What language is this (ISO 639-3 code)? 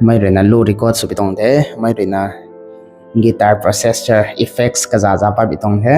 nbu